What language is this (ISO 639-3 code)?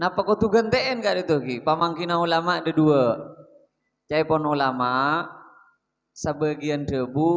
mad